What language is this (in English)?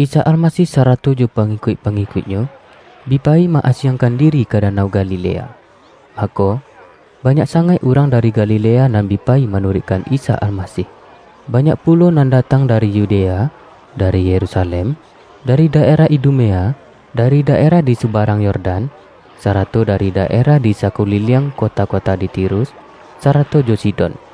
Minangkabau